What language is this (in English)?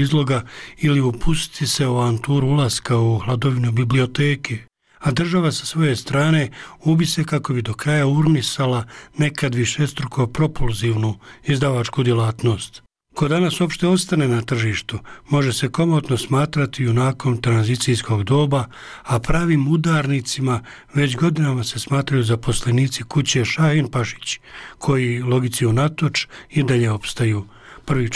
Bosnian